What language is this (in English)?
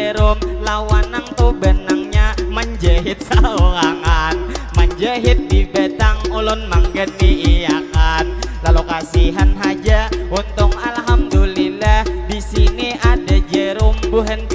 Banjar